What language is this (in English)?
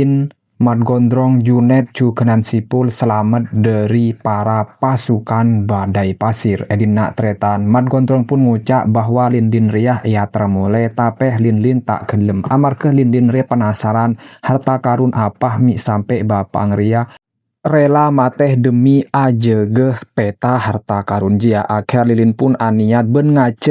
Madurese